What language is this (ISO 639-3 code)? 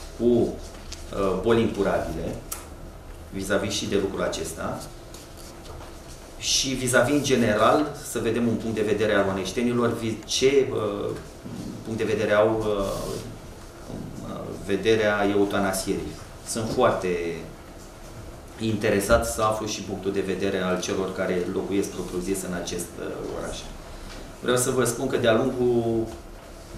ron